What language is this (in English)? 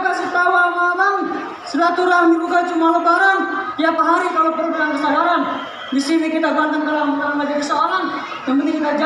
Betawi